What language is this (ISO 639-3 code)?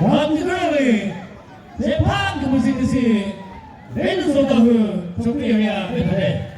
nri